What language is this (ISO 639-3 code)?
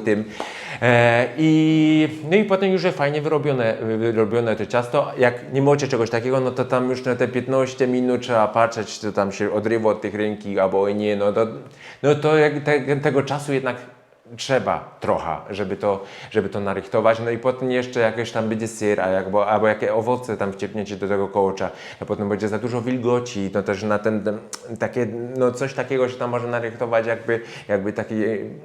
szl